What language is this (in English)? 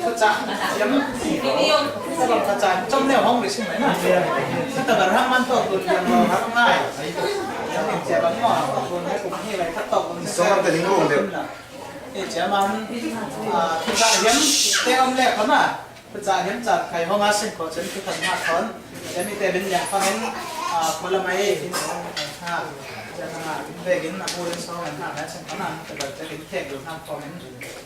Falam Chin